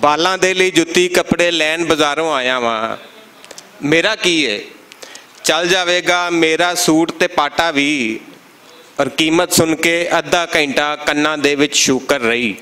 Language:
Western Panjabi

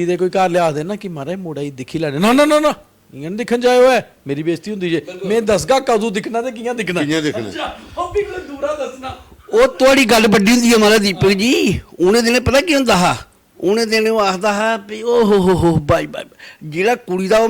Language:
Dogri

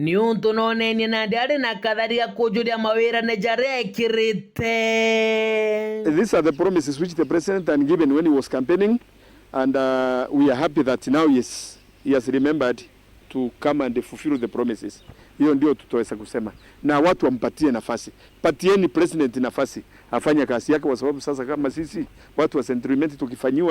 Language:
Meru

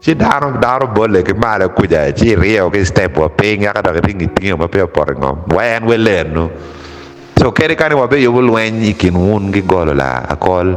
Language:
Acoli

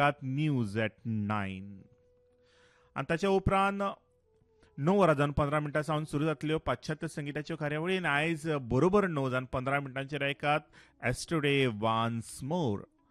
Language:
Konkani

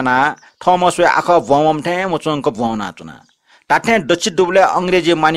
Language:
Newari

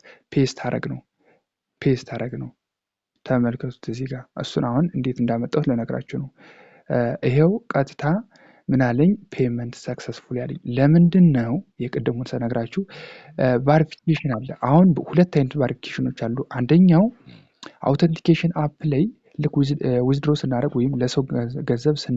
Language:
Amharic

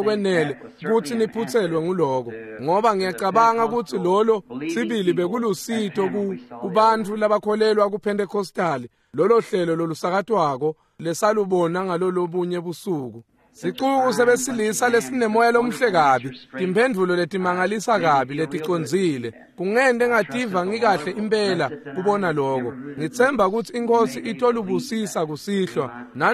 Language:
Swati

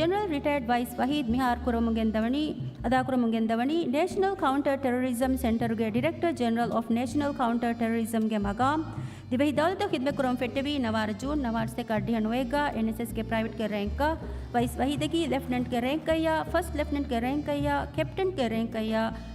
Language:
Divehi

